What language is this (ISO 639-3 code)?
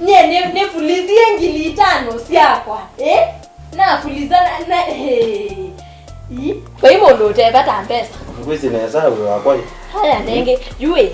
kam